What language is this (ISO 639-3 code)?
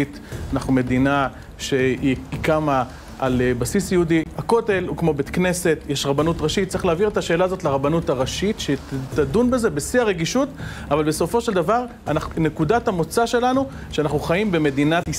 heb